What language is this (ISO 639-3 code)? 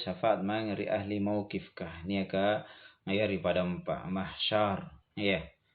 mak